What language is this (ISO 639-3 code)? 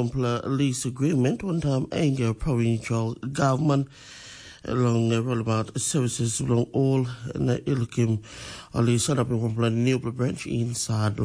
tpi